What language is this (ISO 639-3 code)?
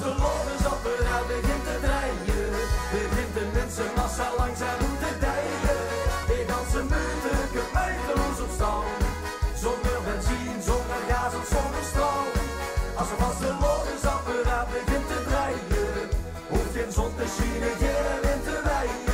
lim